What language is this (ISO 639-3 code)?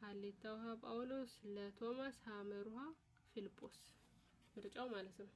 amh